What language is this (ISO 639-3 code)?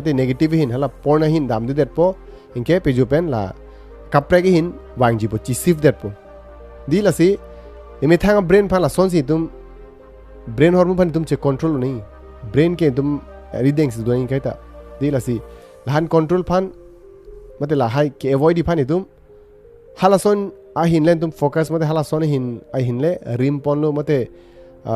mjw